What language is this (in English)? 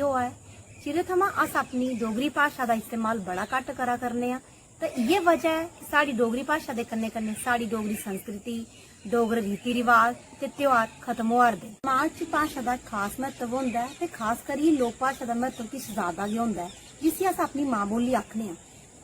Dogri